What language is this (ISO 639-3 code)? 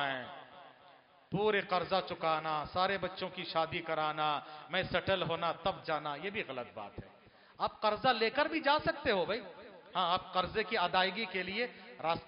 hin